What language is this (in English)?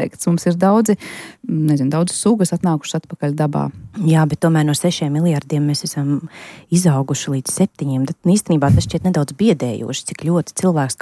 Latvian